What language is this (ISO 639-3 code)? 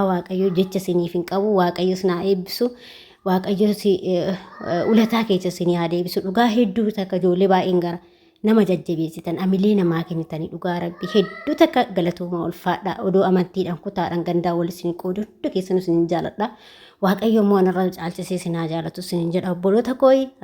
orm